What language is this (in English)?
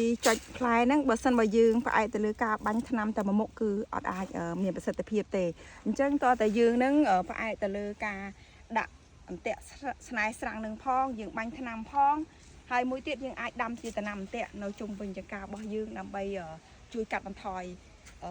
Khmer